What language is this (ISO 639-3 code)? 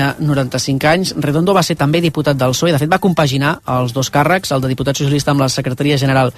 cat